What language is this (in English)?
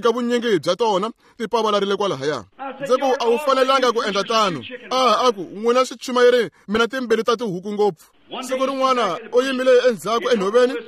Tsonga